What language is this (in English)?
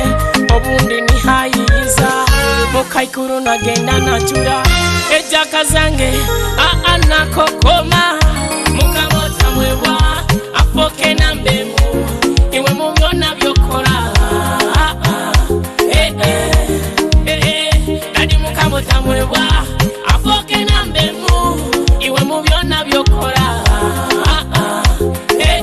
Nyoro